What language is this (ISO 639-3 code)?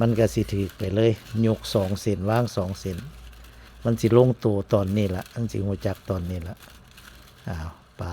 tts